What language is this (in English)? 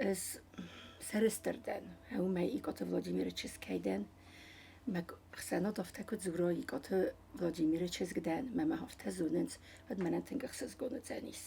Ossetic